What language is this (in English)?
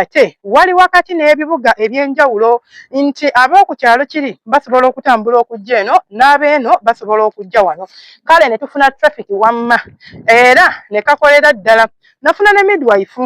Ganda